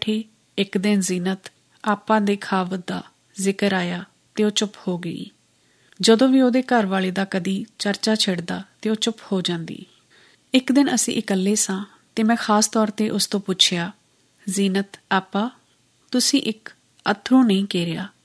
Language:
Punjabi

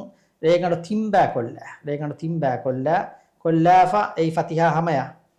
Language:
Divehi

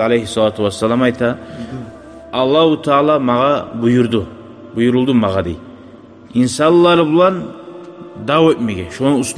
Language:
Kumyk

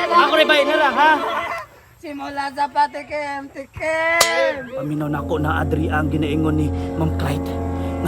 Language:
Cebuano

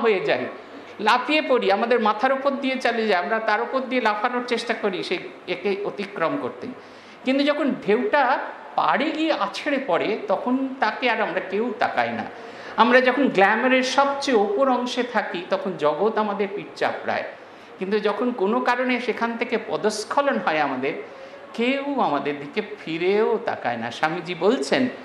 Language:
Bangla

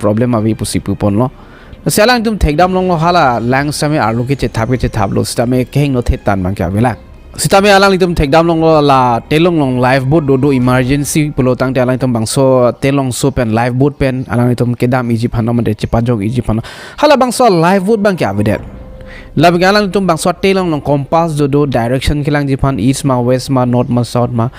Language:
Karbi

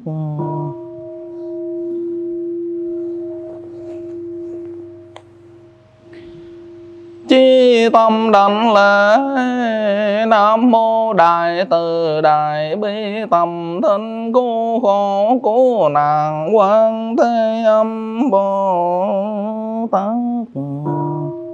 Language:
Vietnamese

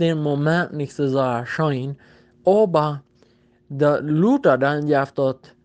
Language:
Plautdietsch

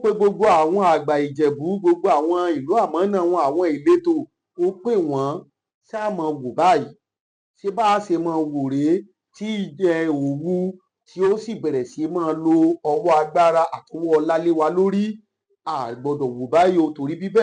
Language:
Yoruba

